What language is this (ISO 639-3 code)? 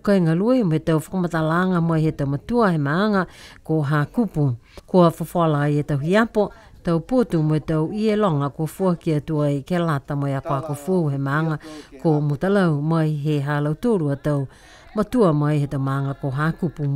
niu